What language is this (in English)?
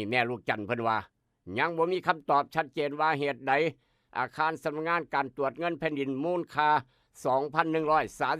Northeastern Thai